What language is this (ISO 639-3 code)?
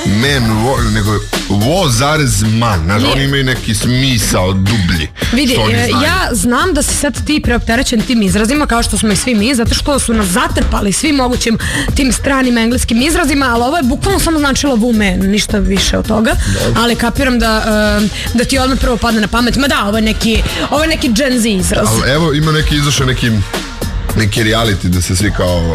srp